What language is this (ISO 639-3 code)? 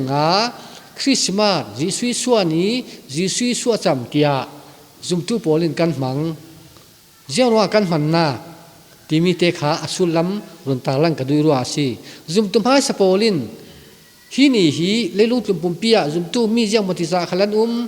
cfm